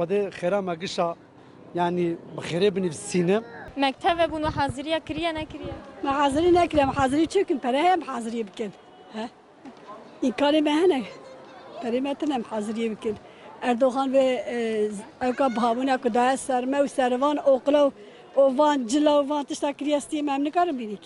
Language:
Kurdish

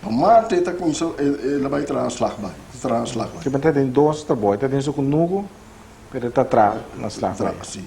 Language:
Papiamento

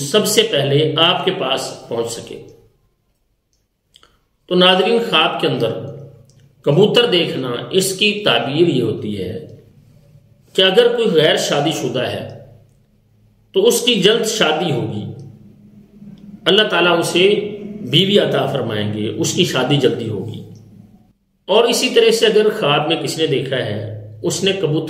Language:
Urdu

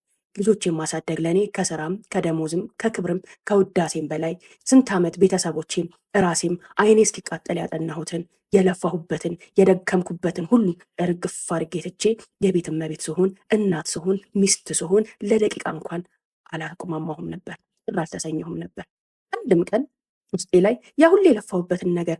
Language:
Amharic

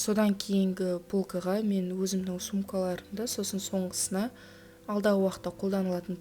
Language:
Kazakh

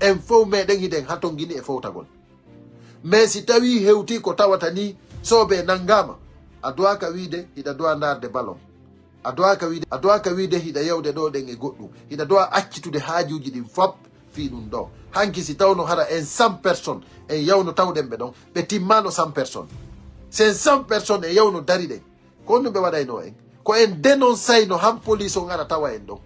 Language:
Fula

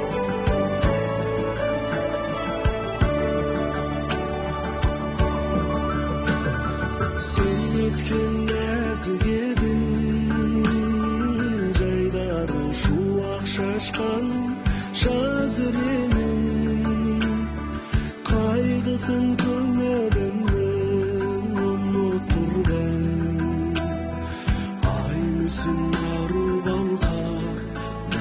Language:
Kazakh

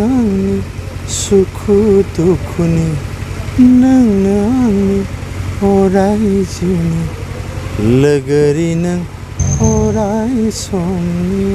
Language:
Bodo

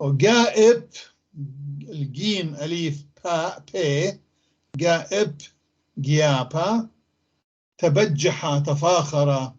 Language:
North Levantine Arabic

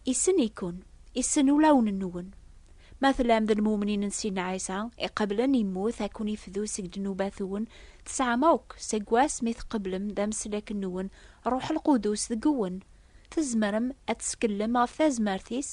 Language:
Kabyle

